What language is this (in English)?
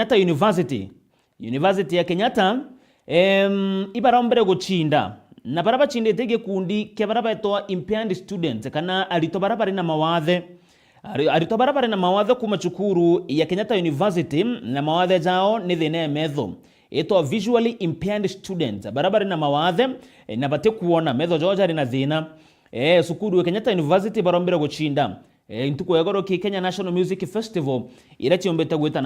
Meru